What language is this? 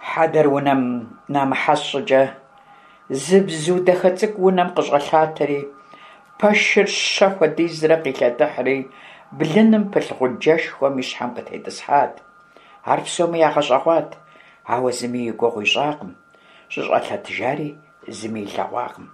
Kabardian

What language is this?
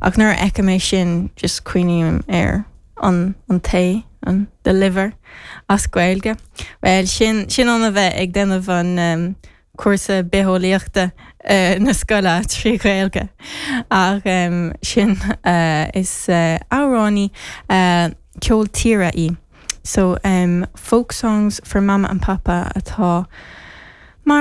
Irish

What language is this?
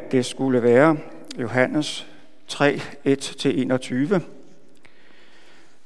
Danish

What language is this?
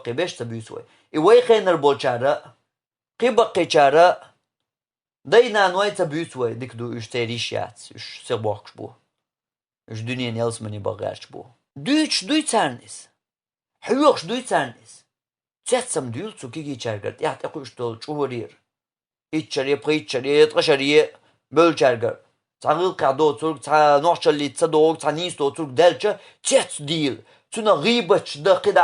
Chechen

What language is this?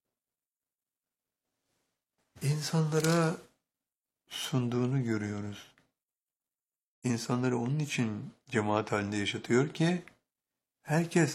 Turkish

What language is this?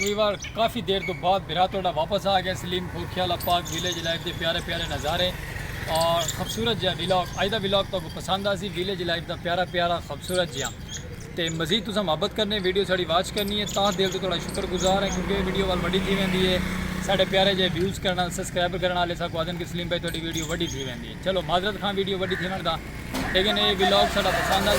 Saraiki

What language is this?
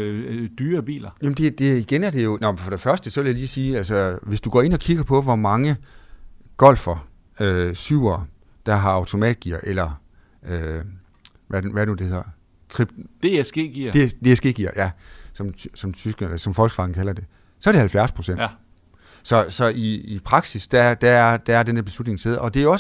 Danish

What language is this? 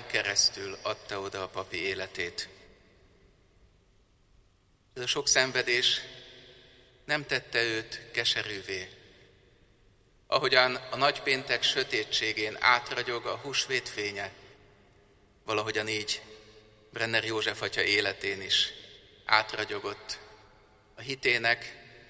Hungarian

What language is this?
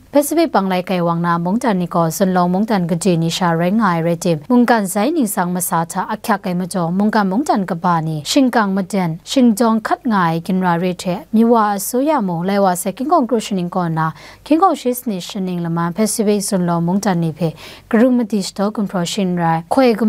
Kachin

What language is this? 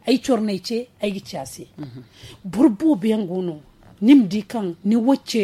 Zarma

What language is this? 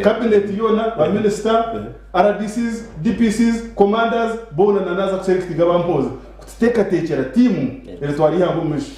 Nyankole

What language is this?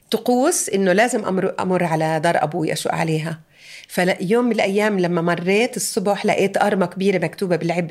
North Levantine Arabic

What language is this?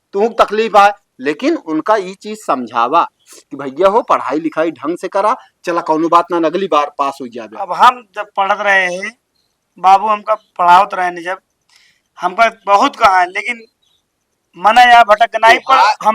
Awadhi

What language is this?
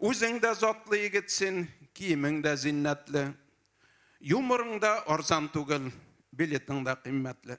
Tatar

